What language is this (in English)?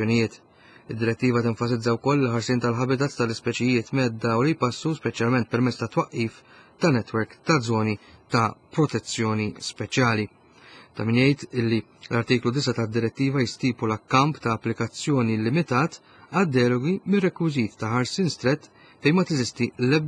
Maltese